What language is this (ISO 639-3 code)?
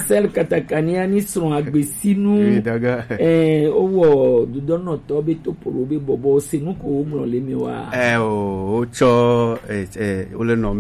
gej